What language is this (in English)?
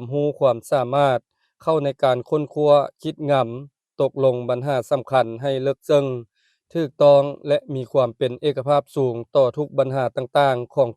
Lao